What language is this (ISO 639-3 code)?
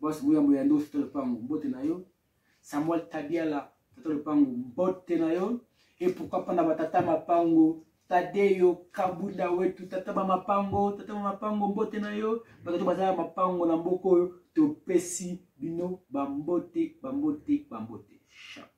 lin